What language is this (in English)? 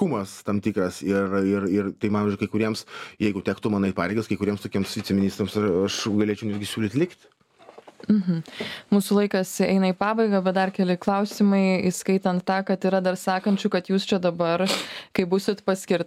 Lithuanian